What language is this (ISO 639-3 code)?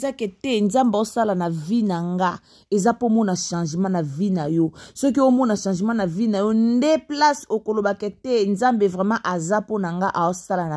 lin